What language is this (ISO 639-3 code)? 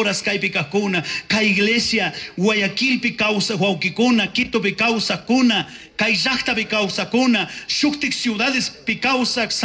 qug